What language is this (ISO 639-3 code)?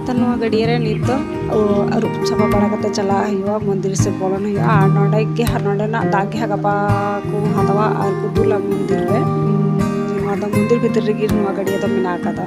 sat